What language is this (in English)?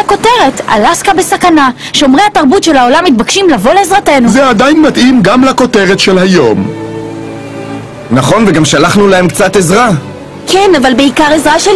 Hebrew